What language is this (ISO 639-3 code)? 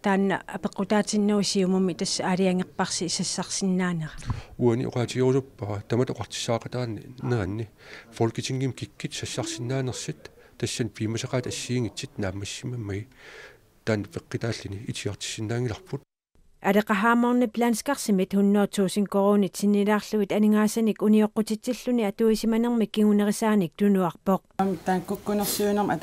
kal